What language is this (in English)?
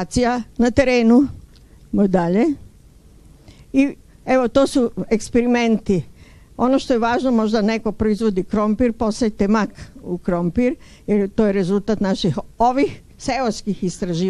Serbian